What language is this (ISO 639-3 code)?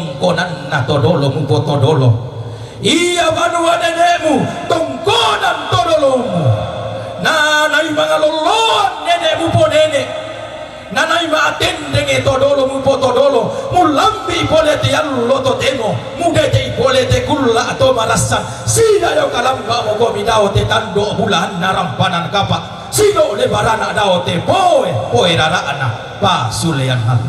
sda